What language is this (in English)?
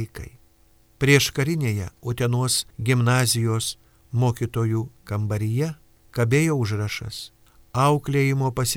Lithuanian